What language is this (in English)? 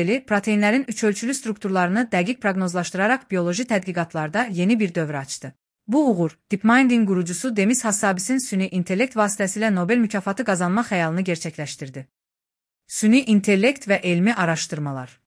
Azerbaijani